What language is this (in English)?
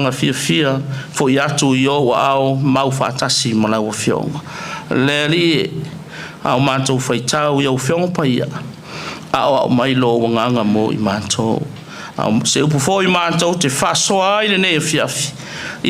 Samoan